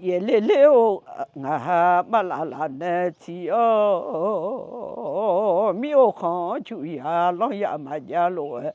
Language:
Akha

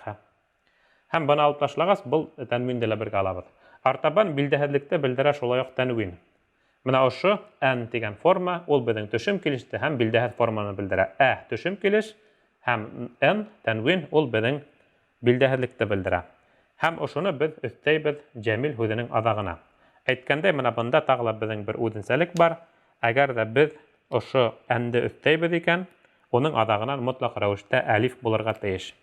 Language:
Bashkir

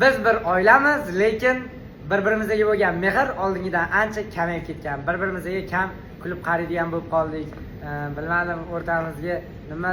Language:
Uzbek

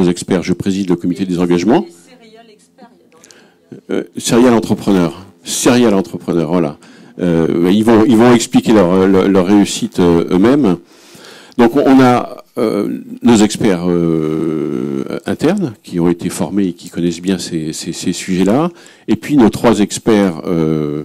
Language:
French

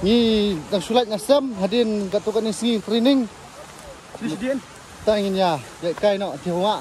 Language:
Khasi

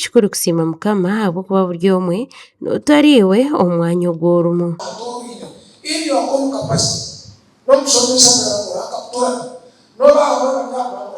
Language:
Nyankole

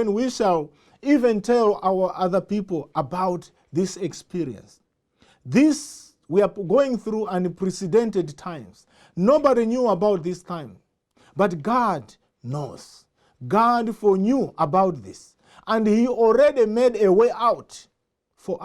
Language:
English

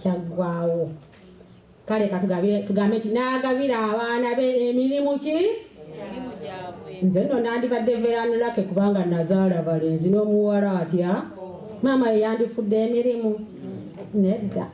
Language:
Ganda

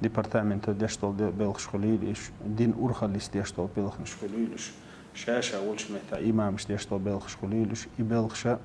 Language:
Chechen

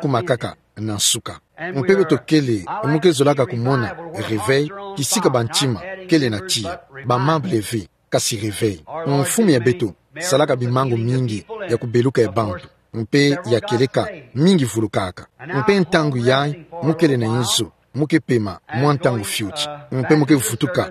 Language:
Kituba (Democratic Republic of Congo)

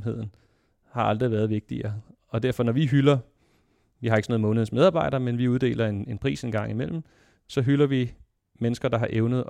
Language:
Danish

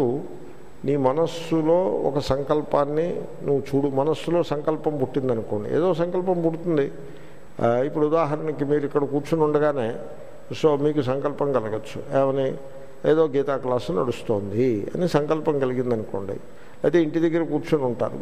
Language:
Telugu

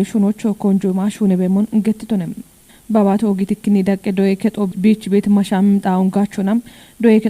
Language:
Kafa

